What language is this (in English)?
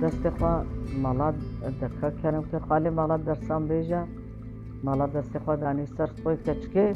Kurdish